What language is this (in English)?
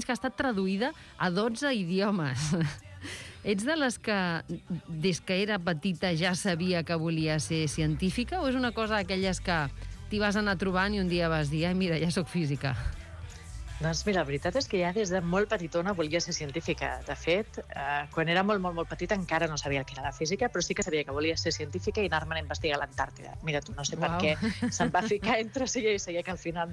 Catalan